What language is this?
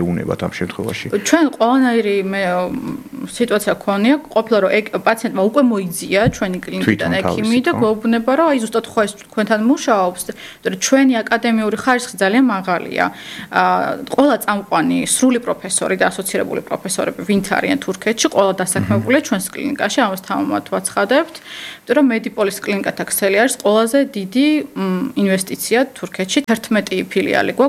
Georgian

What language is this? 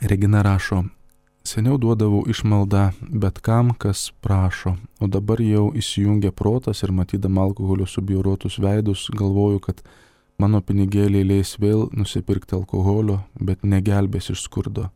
Lithuanian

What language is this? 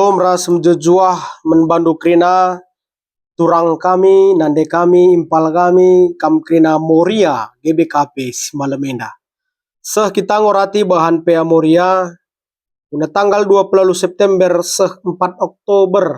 Batak Karo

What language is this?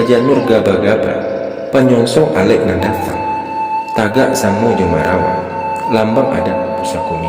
Minangkabau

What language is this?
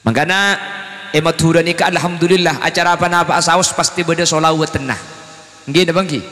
Madurese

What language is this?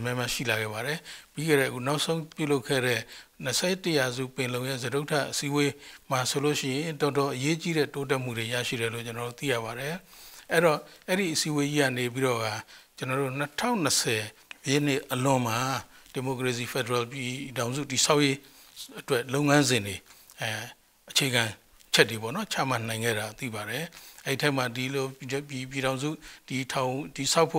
Burmese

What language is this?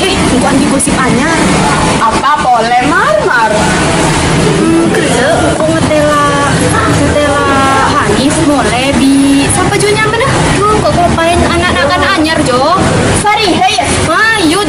Madurese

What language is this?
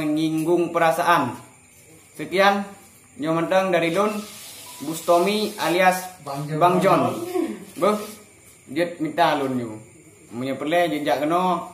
Achinese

